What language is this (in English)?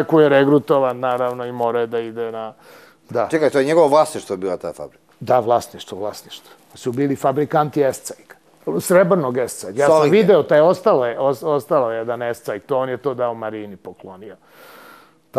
Serbian